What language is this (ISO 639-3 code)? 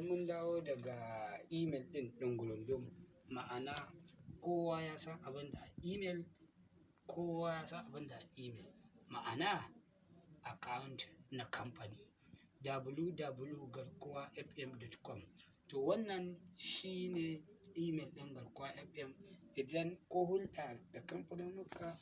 hau